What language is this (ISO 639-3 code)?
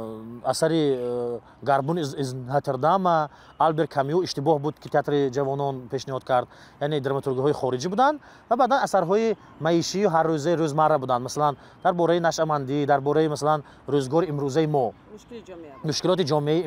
tgk